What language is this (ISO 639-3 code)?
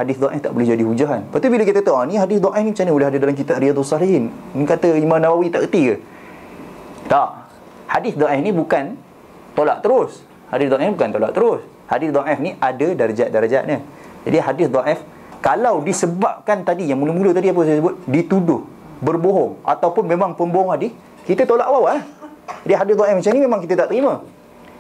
msa